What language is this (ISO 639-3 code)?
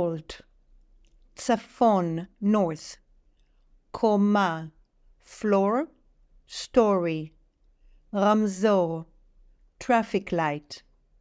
heb